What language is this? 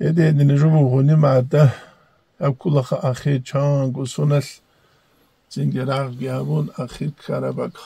Avaric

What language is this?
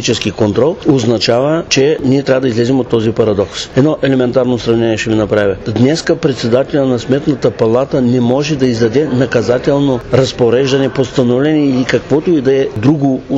Bulgarian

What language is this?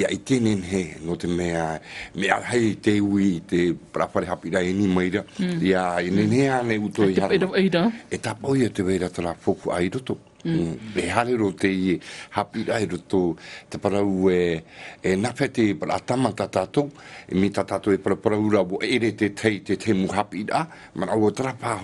Tahitian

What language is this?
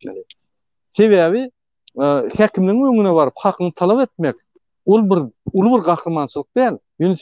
Turkmen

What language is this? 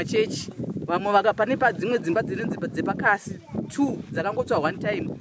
Shona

